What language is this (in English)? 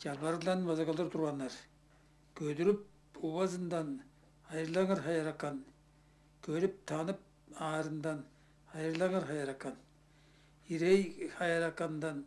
Tuvinian